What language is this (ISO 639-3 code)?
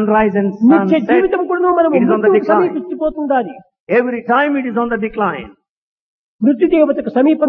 tel